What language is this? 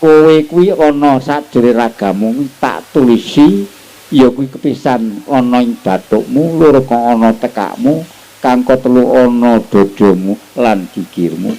Javanese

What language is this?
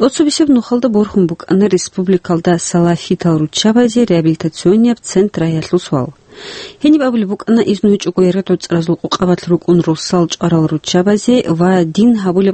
Avaric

